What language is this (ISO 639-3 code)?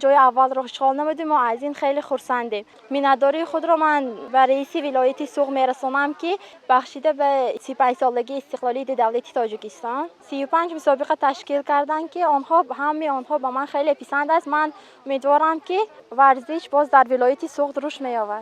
tgk